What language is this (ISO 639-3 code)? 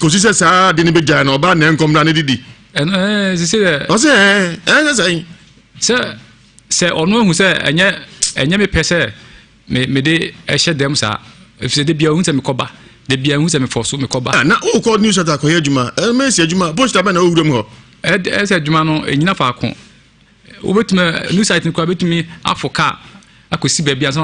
aka